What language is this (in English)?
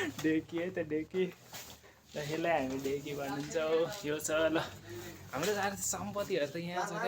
Nepali